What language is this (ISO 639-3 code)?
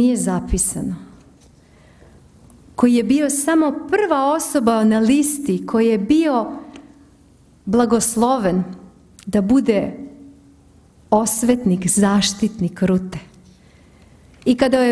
srp